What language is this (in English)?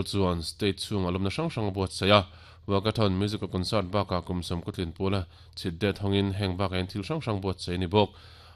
Mizo